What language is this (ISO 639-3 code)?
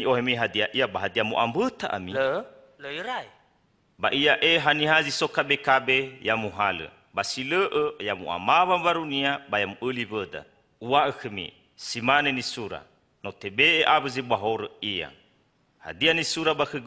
nia